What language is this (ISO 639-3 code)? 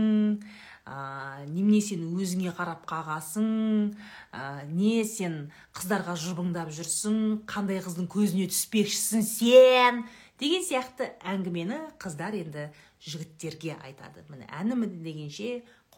kaz